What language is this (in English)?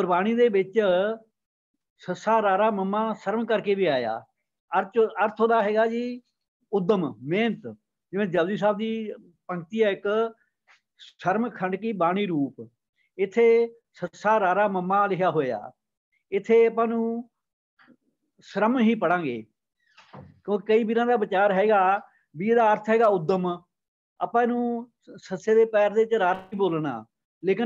Punjabi